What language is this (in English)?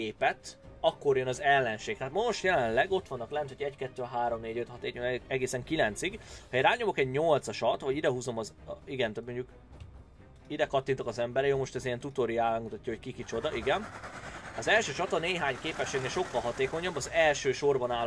Hungarian